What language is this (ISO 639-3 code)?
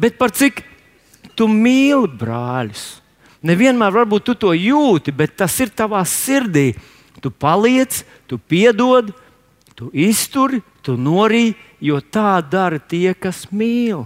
lav